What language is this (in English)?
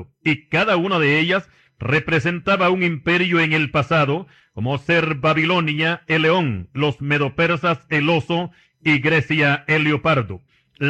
Spanish